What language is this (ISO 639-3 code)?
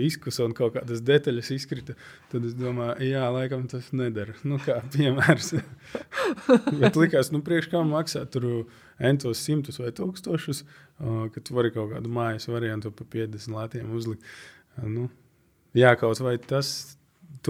lav